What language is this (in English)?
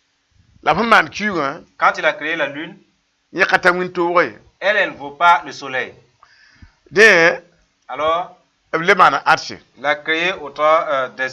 Mossi